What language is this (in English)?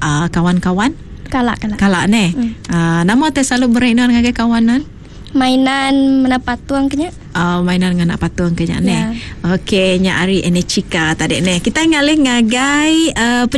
Iban